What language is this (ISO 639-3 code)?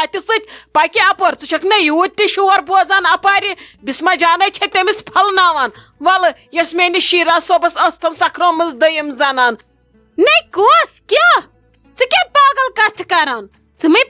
kas